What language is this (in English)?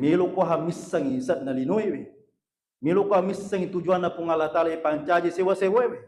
Buginese